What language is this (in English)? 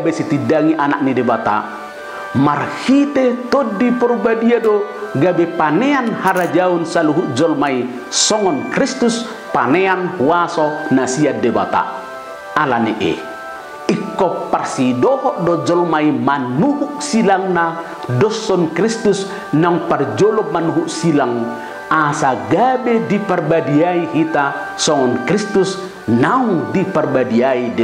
Batak Toba